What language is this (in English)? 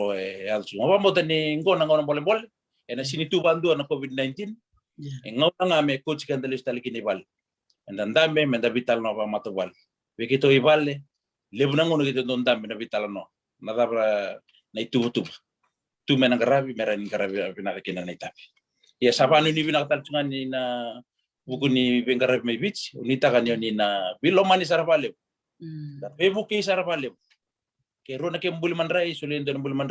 Fijian